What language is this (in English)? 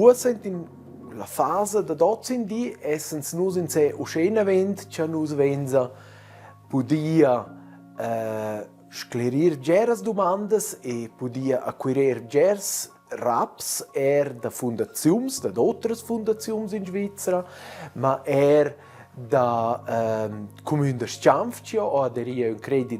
Romansh